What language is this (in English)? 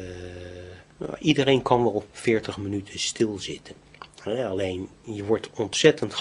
Dutch